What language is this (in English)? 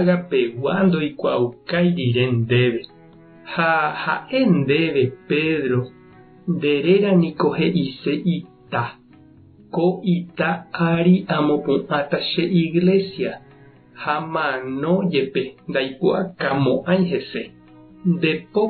Guarani